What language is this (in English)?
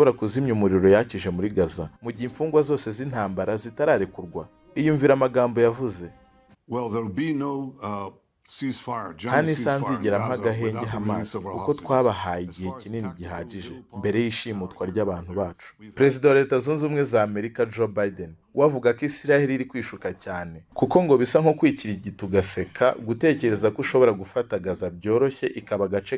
Kinyarwanda